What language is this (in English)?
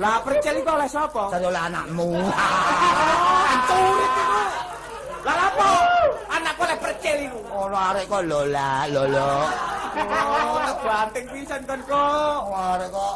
Javanese